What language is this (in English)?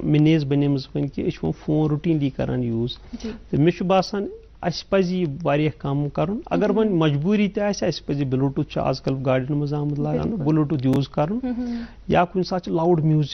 Kashmiri